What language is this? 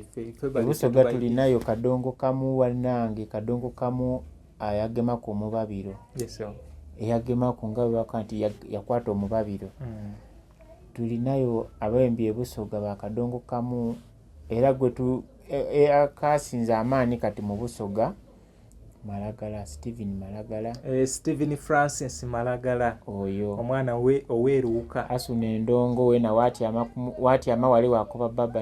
Ganda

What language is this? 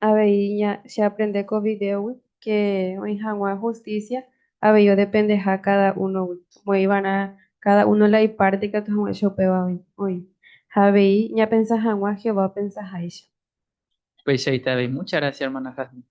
Guarani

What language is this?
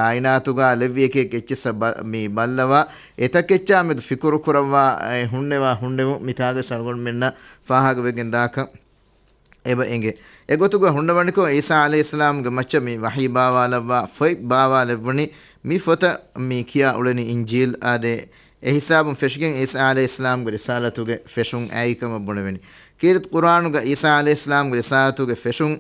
Divehi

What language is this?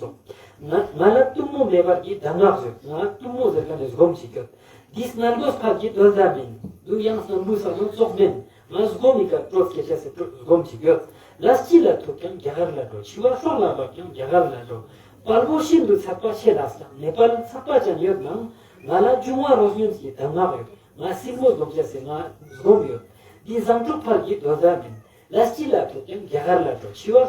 Ladakhi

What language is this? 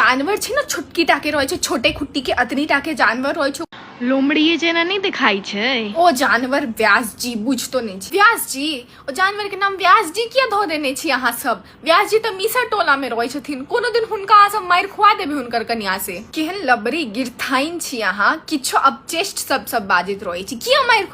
Maithili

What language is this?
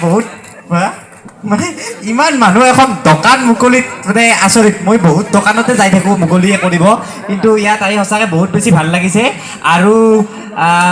Assamese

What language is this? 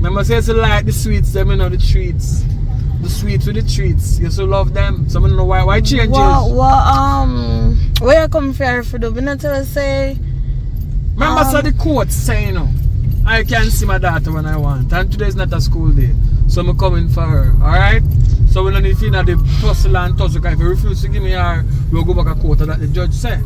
Jamaican Creole English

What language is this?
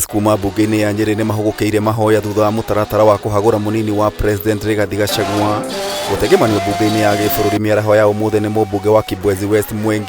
Kikuyu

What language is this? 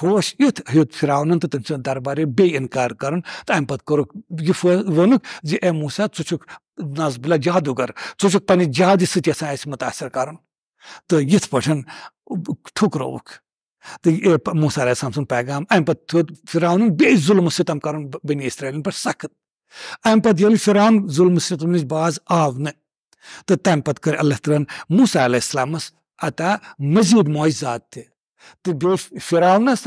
Kashmiri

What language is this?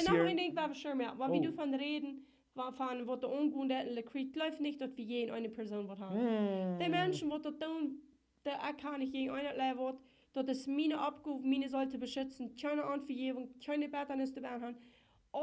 Plautdietsch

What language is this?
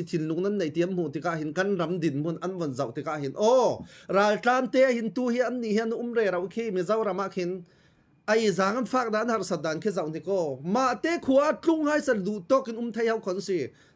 Falam Chin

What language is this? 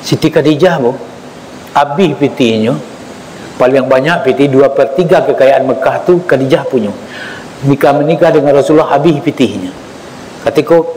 Minangkabau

